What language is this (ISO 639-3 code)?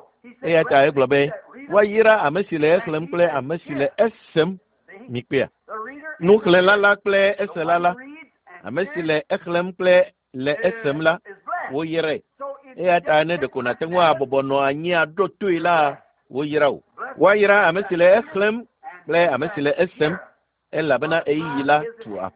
ewe